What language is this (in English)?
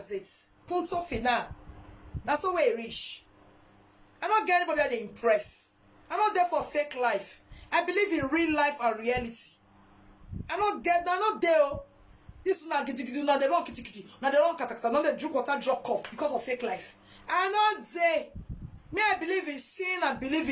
Nigerian Pidgin